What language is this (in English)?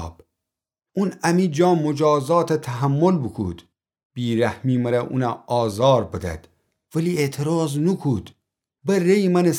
Gilaki